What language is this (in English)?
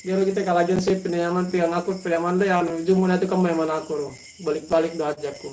Yakan